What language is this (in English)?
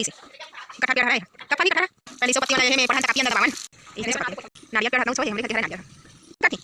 Chhattisgarhi